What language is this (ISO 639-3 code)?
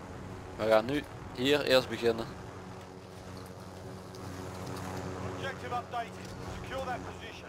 nld